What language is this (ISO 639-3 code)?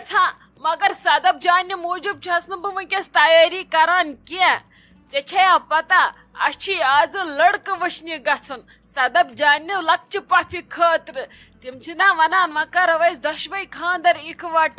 kas